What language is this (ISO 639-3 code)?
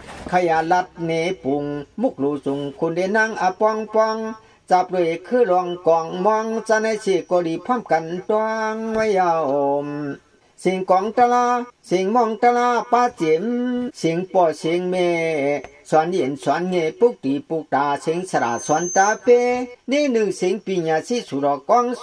shn